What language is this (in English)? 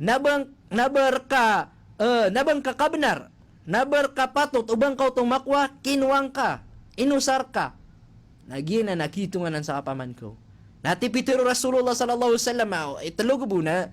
Maranao